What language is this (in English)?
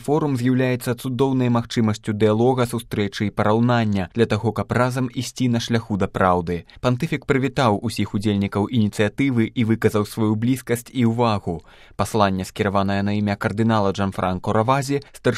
Belarusian